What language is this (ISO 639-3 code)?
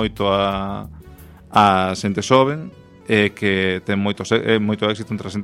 glg